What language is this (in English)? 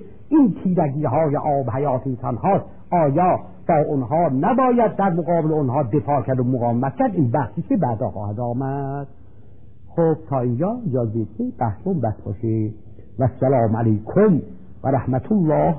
Persian